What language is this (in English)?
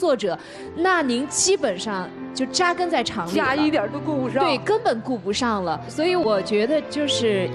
Chinese